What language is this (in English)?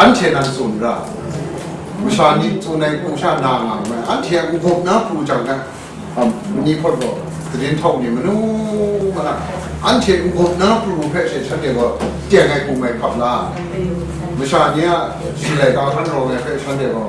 Kachin